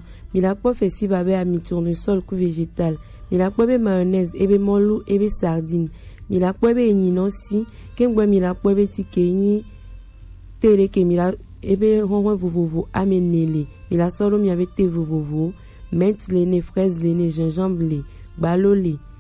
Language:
Gen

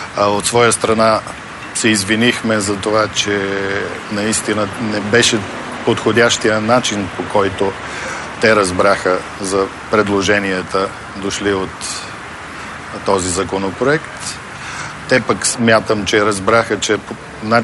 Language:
Bulgarian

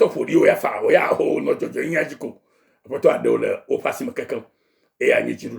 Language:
Ewe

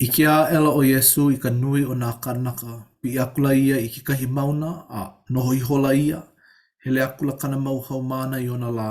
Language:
Hawaiian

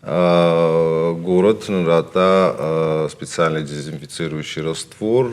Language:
Ossetic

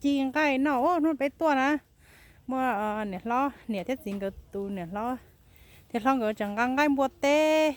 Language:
Hmong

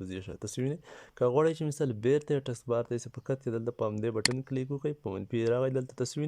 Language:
Pashto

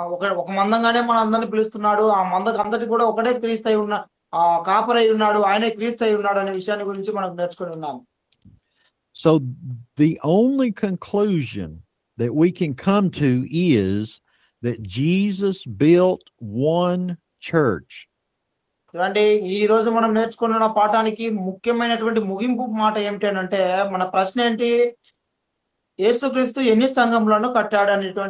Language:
Telugu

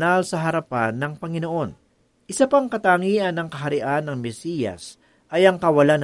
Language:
Filipino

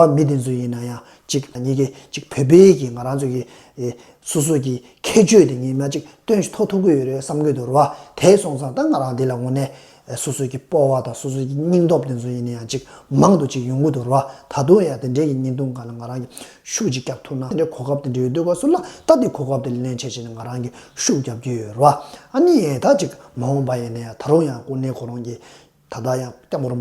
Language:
Tibetan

